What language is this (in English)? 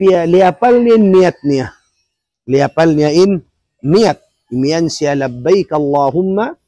Tausug